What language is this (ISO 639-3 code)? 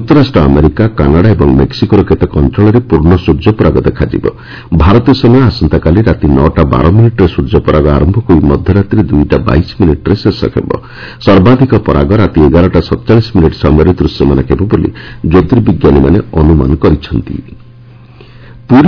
ori